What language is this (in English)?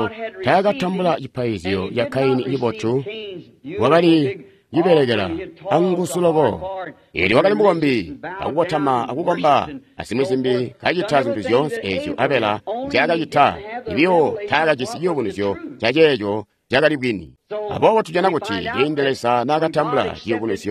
Tonga (Zambia)